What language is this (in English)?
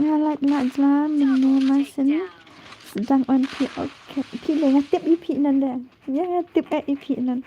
Khasi